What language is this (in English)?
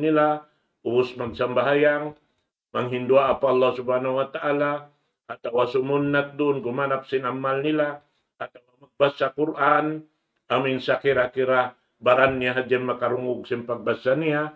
Tausug